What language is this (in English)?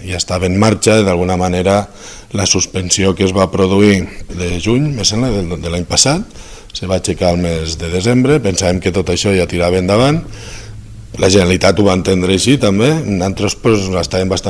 Catalan